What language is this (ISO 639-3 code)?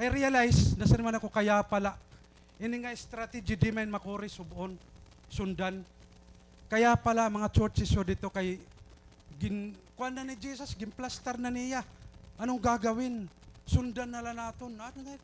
war